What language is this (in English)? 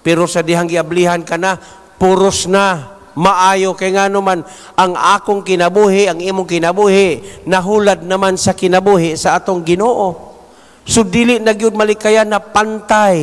Cebuano